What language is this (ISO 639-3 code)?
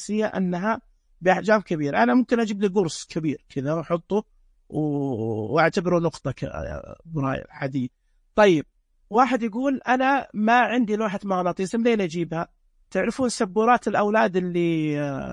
ars